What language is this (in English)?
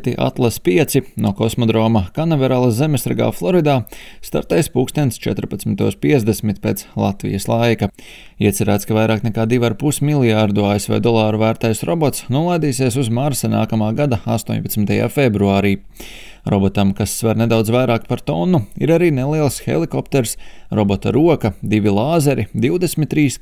Latvian